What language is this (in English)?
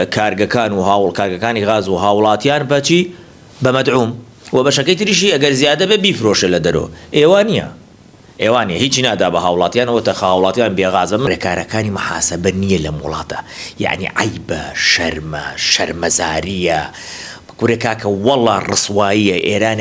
Central Kurdish